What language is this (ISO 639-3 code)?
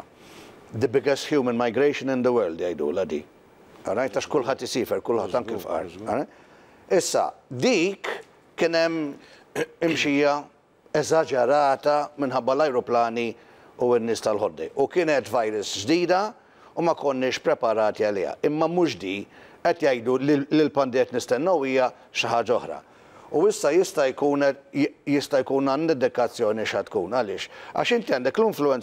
mlt